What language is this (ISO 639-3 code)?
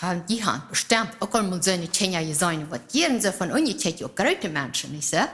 pdt